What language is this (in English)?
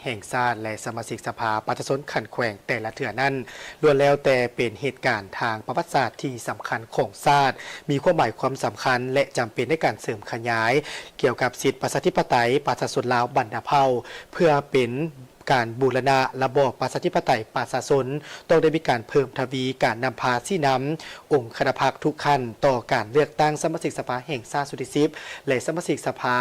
Lao